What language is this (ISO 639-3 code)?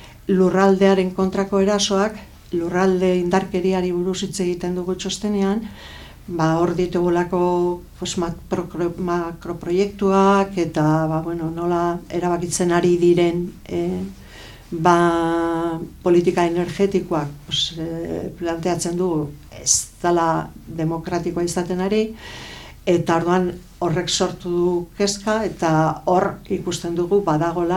eus